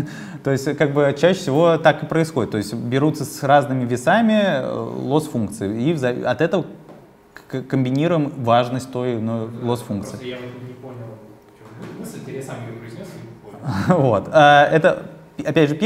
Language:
Russian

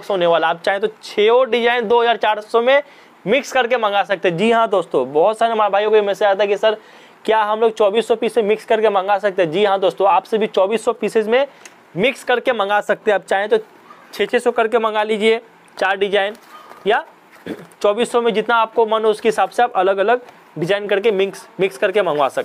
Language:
Hindi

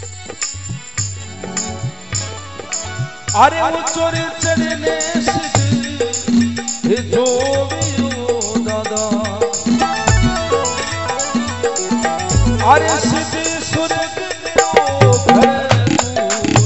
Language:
Hindi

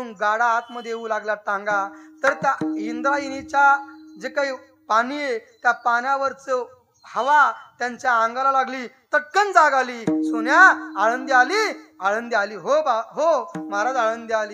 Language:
Marathi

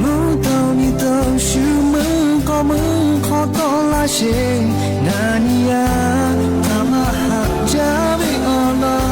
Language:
Lahu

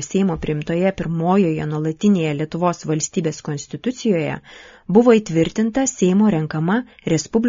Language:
Lithuanian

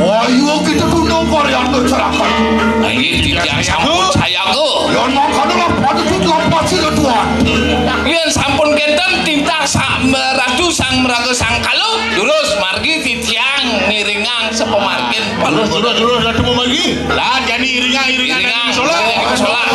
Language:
Balinese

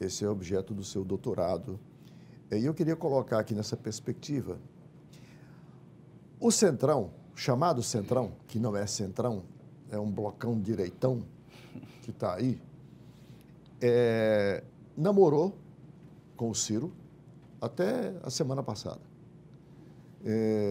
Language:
Portuguese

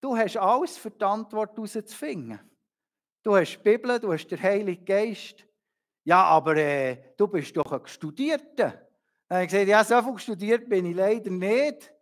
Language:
Swiss German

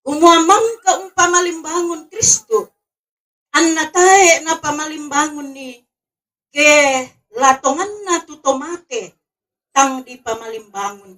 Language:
Toraja-Sa'dan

